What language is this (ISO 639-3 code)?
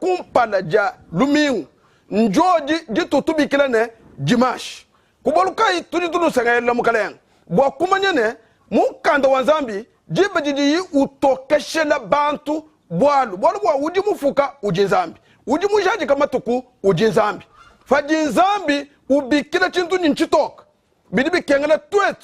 lua